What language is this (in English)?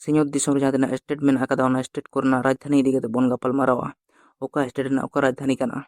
Santali